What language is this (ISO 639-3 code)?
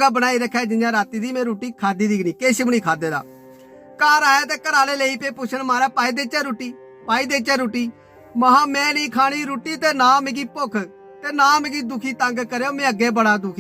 doi